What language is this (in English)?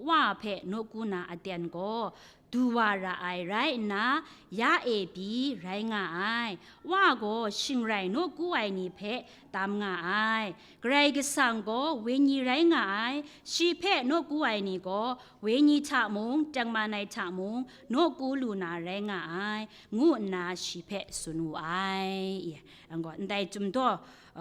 Kachin